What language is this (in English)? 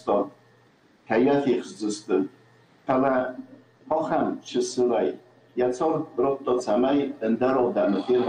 Ossetic